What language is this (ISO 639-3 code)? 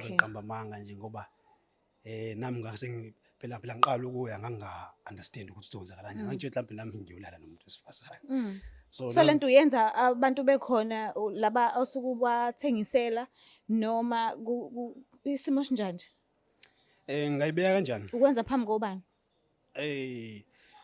zul